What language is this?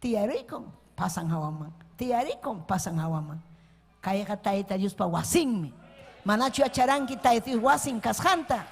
Ayacucho Quechua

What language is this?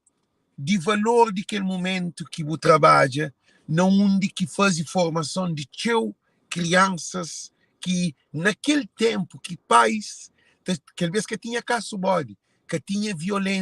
Kabuverdianu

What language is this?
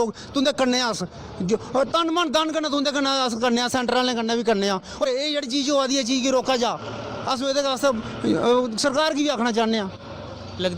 Dogri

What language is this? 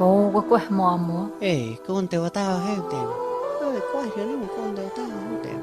Mon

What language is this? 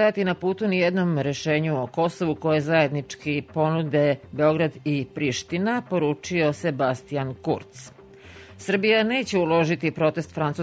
Serbian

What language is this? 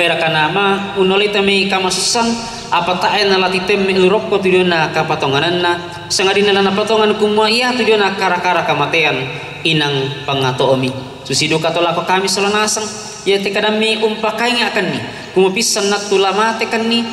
Toraja-Sa'dan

